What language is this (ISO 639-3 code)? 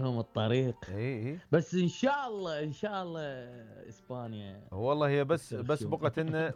acm